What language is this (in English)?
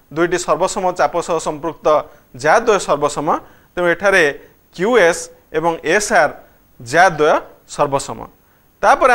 Odia